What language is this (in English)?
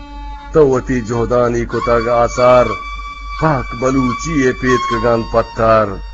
Eastern Balochi